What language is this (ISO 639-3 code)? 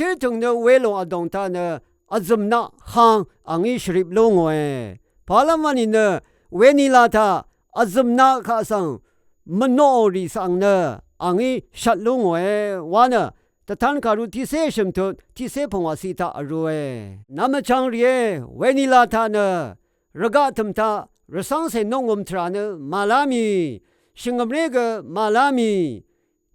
raw